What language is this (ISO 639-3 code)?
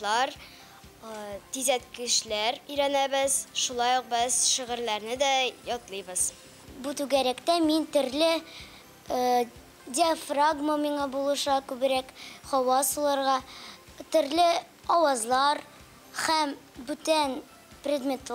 tat